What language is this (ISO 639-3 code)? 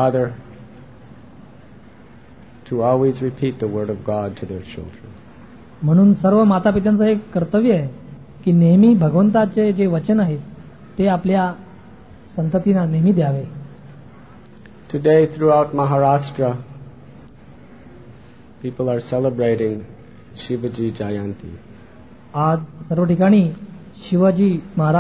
mar